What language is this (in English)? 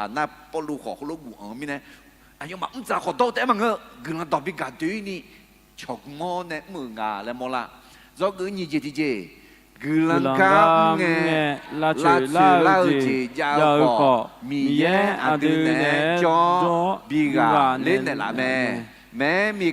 Akha